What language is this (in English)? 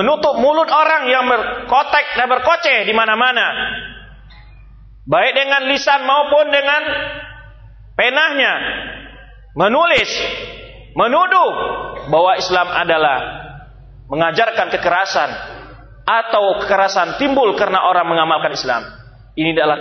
Indonesian